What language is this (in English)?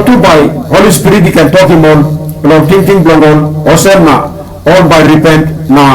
Tok Pisin